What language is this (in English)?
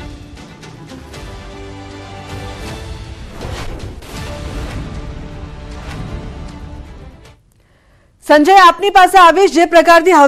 Gujarati